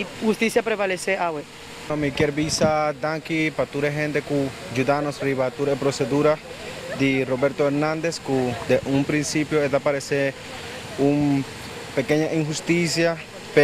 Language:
Papiamento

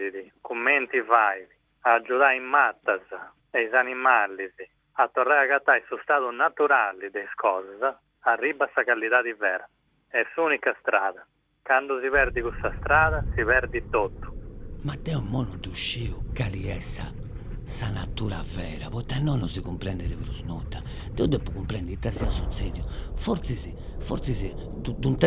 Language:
Sardinian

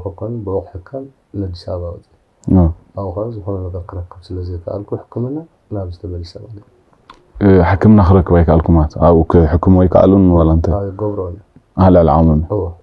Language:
Tigrinya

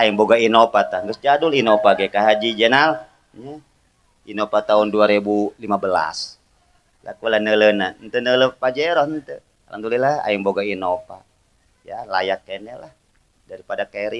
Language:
Sundanese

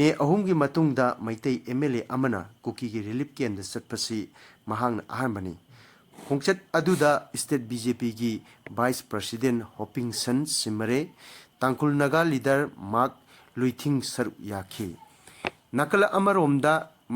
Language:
Manipuri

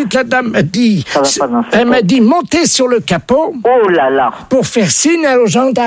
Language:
French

